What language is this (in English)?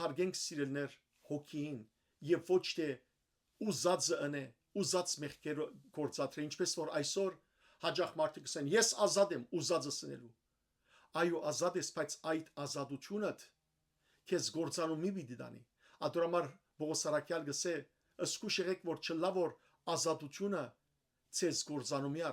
Western Armenian